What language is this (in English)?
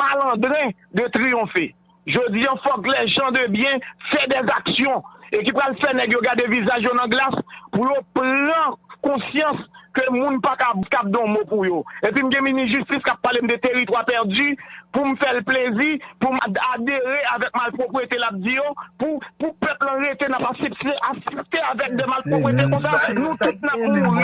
Haitian Creole